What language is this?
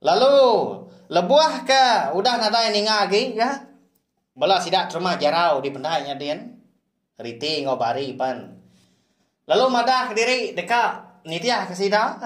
Iban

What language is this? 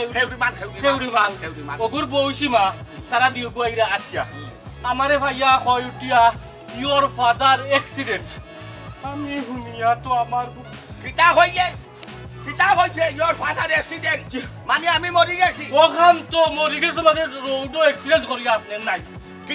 Sylheti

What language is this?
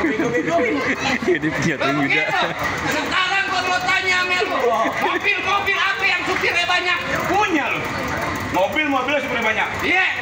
Betawi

